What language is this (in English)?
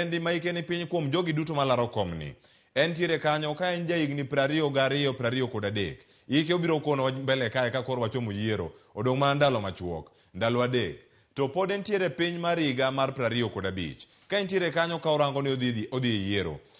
Luo (Kenya and Tanzania)